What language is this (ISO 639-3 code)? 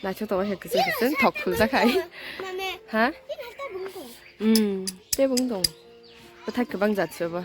trp